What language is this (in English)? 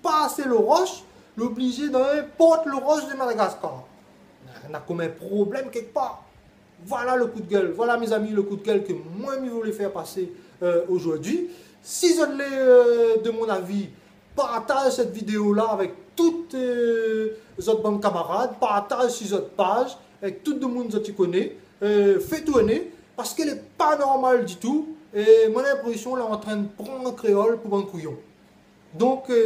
Réunion Creole French